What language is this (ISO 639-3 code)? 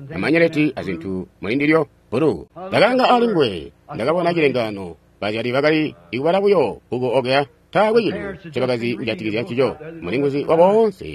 toi